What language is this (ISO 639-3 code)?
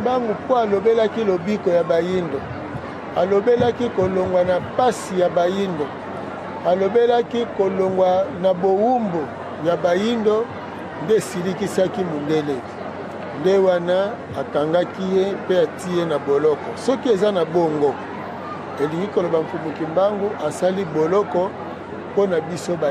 lin